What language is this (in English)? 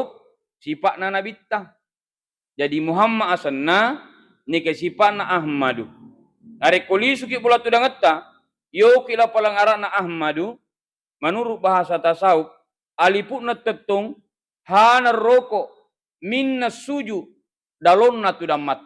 Buginese